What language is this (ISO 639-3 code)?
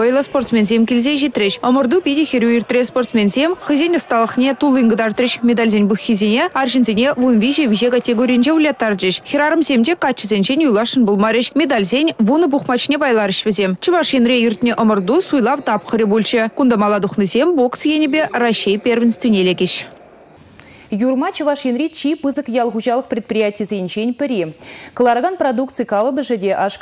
chv